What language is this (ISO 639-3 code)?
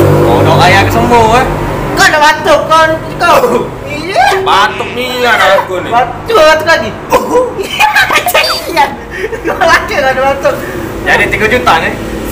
mui